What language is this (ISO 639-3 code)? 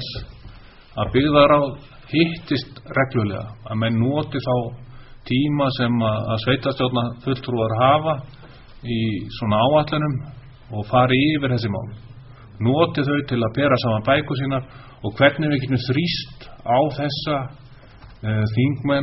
isl